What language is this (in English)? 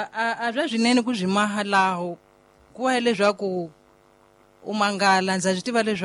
Tsonga